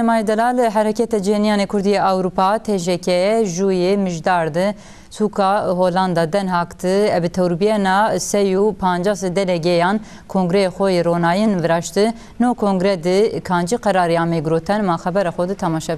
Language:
Zaza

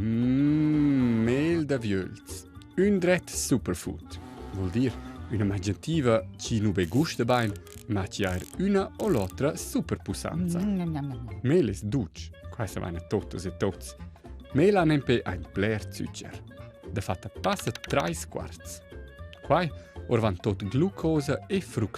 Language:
Romansh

